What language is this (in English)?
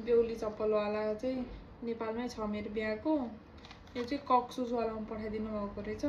Nepali